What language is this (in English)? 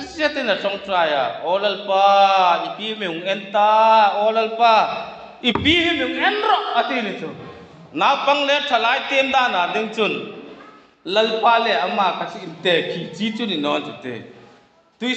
Hmar